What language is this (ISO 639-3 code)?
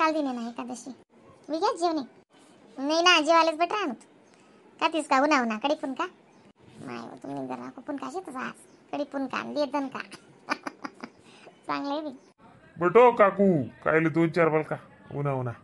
khn